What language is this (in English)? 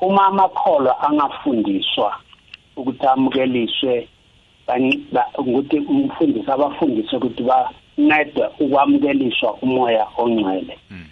South Ndebele